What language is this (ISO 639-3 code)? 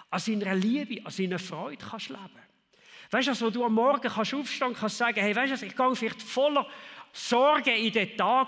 gsw